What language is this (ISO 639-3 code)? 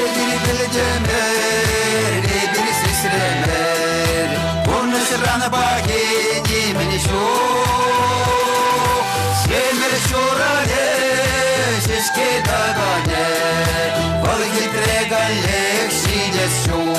chv